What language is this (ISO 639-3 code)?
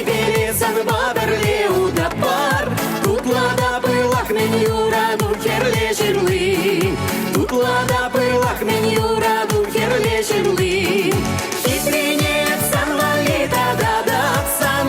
chv